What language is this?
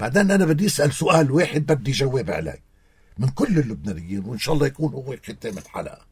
North Levantine Arabic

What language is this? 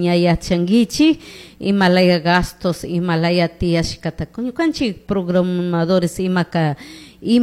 Chimborazo Highland Quichua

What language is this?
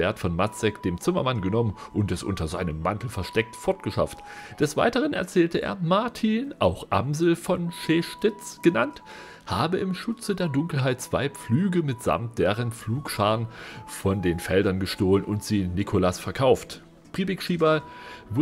German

